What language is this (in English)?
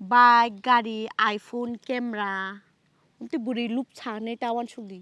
Kok Borok